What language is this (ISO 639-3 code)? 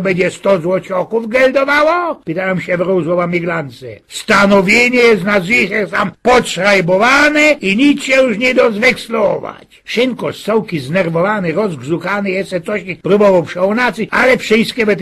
szl